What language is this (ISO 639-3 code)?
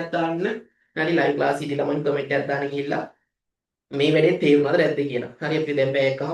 sin